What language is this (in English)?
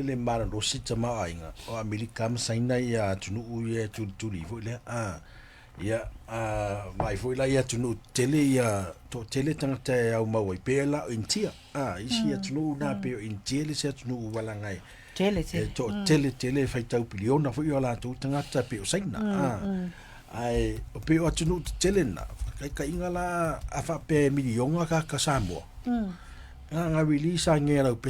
Samoan